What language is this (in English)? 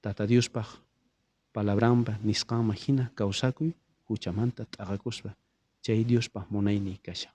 South Bolivian Quechua